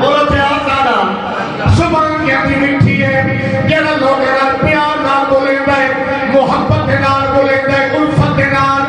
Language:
Saraiki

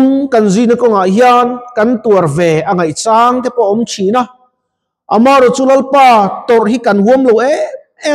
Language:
Mizo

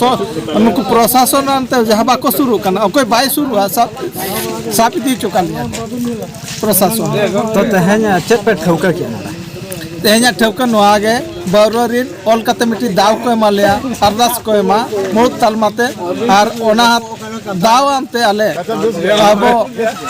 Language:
Santali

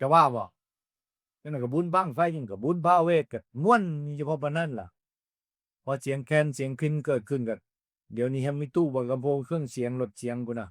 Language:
Northeastern Thai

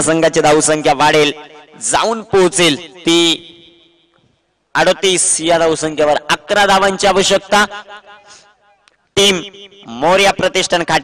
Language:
Marathi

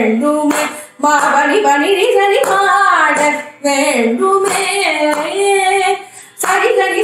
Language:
Tamil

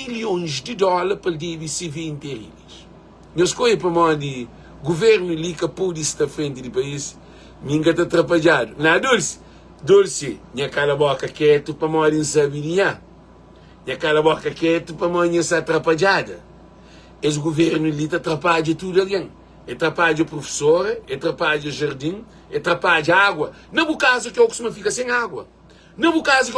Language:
Kabuverdianu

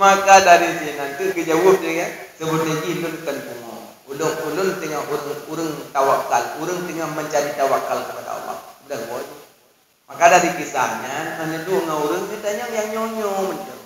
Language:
Achinese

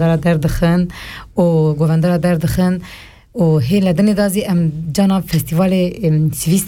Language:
Kurdish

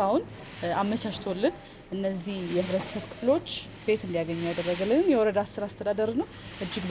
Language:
Amharic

